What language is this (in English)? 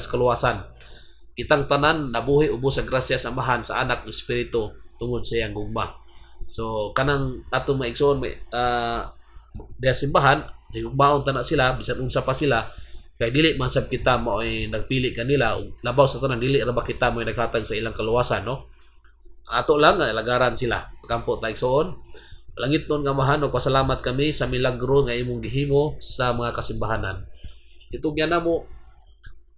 Cebuano